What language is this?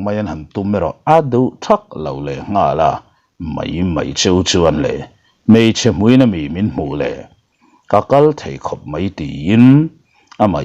Mizo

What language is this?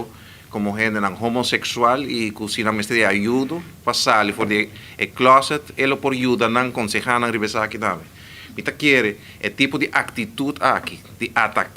Papiamento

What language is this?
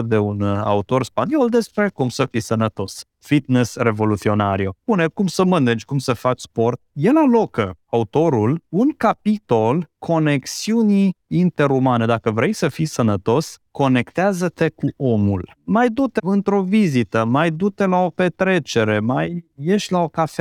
Romanian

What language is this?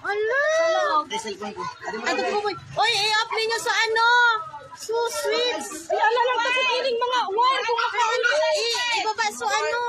Bikol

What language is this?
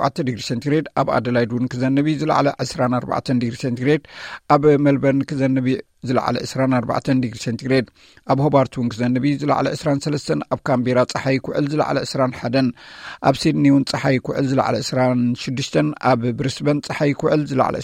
Tigrinya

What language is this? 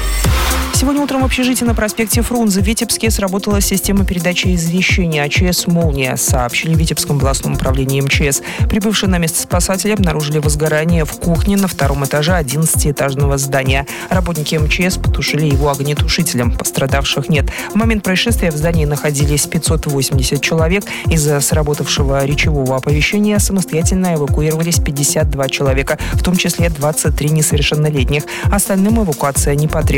Russian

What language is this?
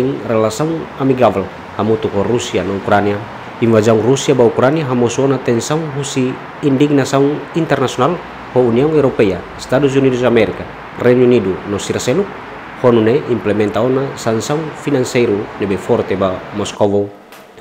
Tetum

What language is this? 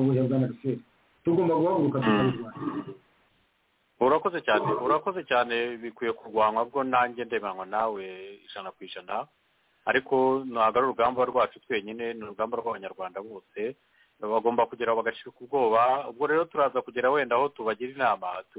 Kinyarwanda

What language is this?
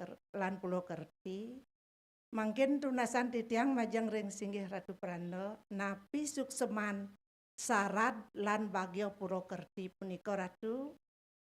Balinese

